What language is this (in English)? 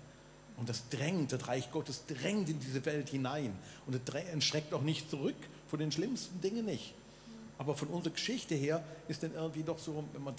Swiss German